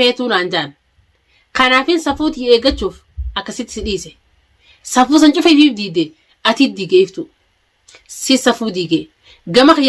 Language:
Oromo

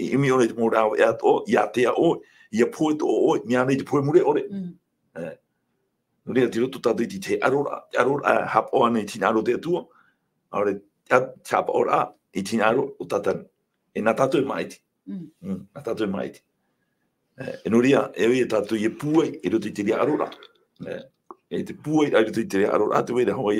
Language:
Tahitian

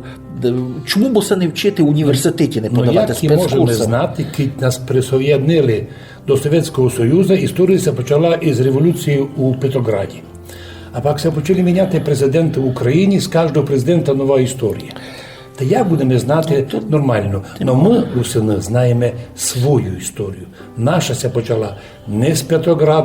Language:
Rusyn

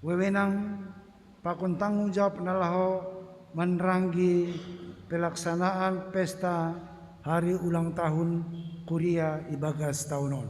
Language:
Batak Simalungun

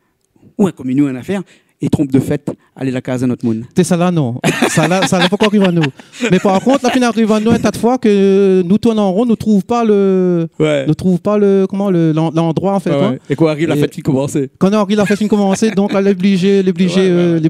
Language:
Réunion Creole French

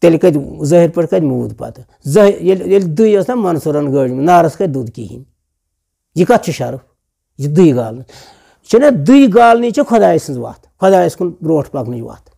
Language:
Kashmiri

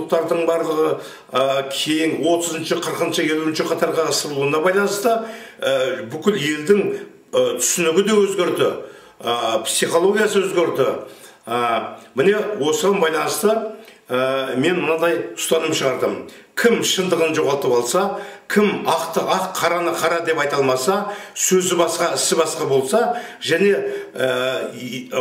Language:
Kazakh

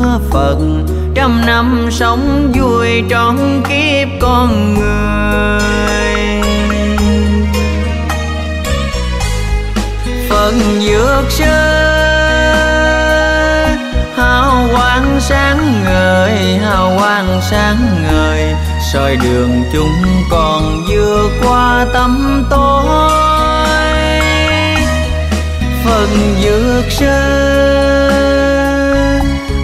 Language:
Vietnamese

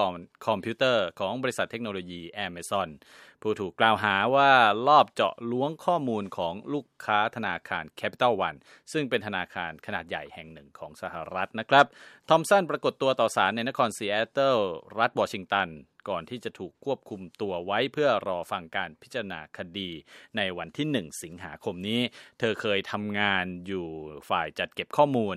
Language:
Thai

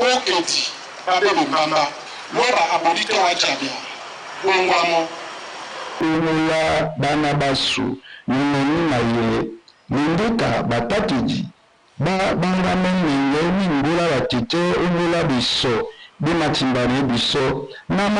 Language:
Duala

